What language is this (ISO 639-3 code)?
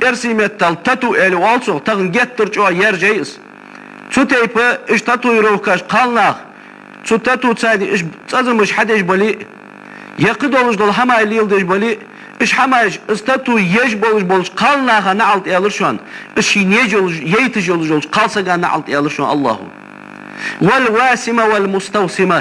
inh